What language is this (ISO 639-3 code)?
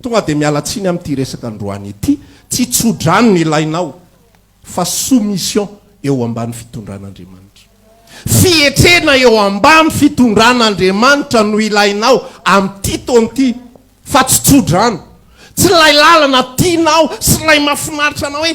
mlg